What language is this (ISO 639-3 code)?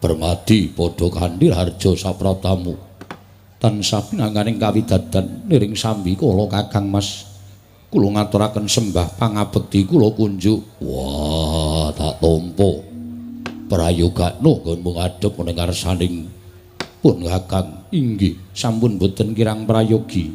jav